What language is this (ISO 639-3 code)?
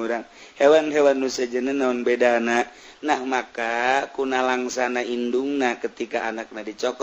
sun